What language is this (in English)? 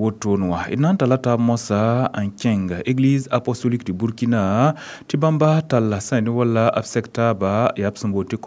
Mossi